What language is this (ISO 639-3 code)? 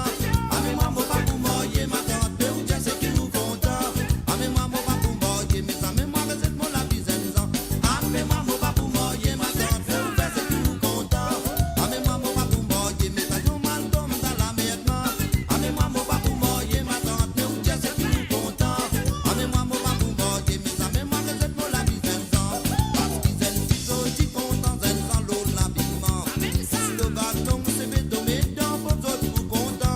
mfe